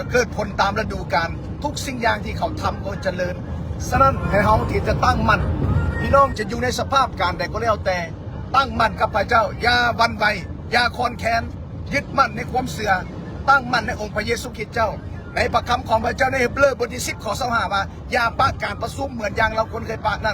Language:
Lao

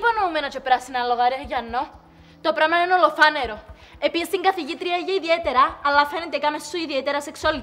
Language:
Greek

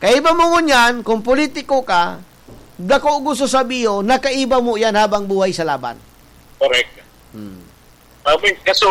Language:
Bikol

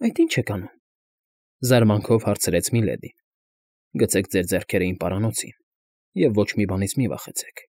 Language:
Armenian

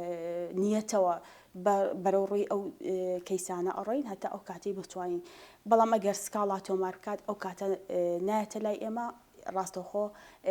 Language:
Central Kurdish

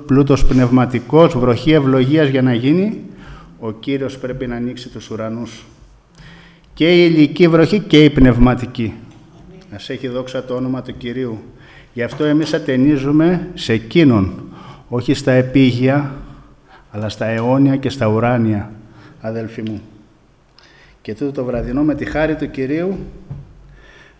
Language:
Greek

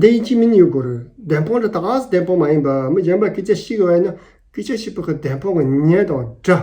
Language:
Tibetan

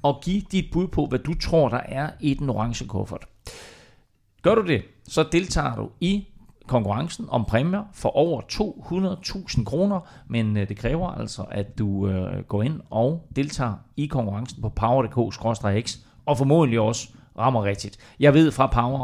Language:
Danish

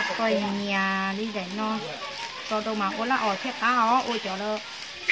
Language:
Hmong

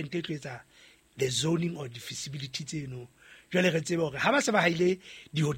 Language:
Southern Sotho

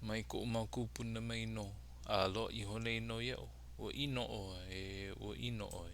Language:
Hawaiian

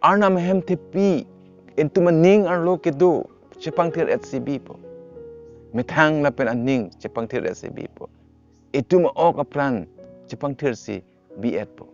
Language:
Karbi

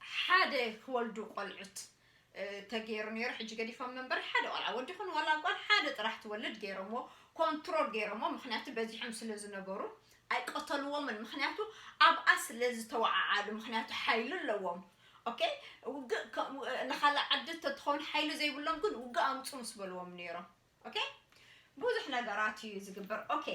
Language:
Tigrinya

